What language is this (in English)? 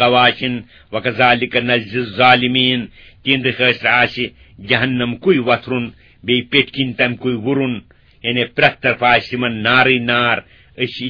Kashmiri